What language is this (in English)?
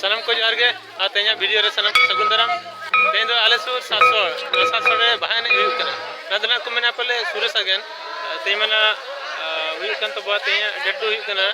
Santali